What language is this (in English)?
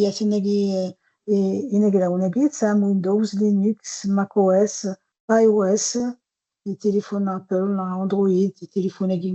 Kabyle